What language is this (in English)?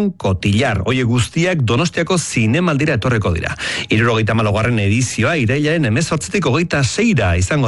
Basque